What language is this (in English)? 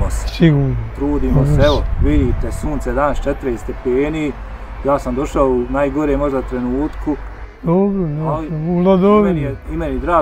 Bosnian